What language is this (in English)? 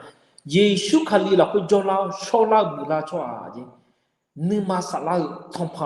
Akha